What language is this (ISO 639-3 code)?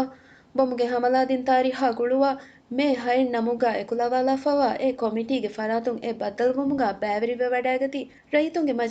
div